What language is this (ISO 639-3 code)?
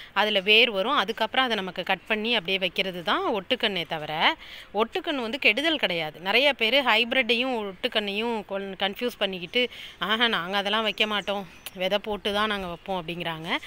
tam